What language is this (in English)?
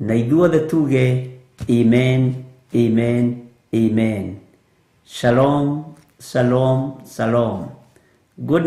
Kikuyu